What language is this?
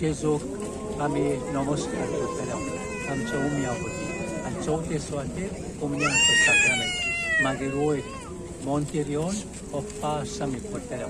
Konkani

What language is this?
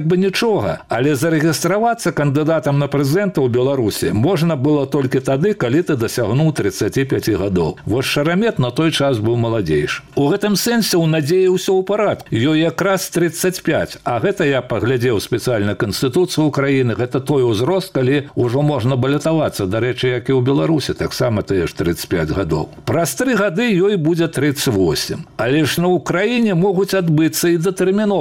Belarusian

